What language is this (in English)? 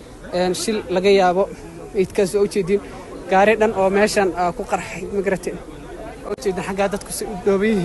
Somali